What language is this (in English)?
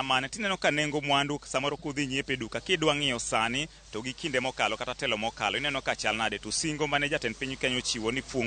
Luo (Kenya and Tanzania)